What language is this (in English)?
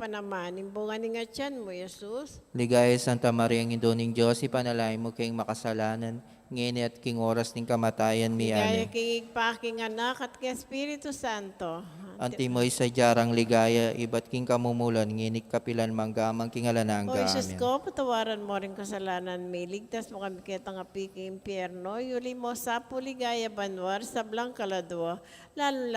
Pampanga